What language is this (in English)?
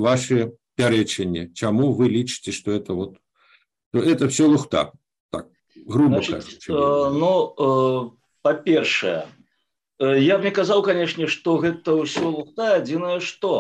Belarusian